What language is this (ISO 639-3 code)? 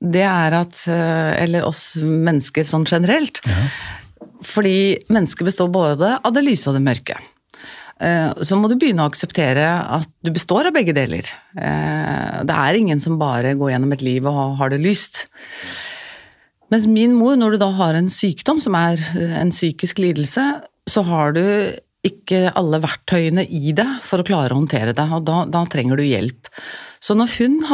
nor